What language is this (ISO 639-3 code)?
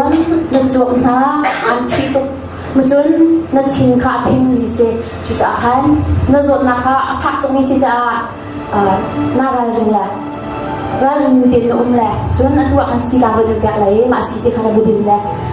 cnh